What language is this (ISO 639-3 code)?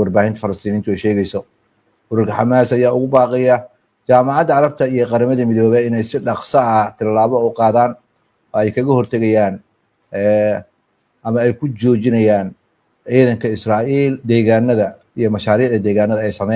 som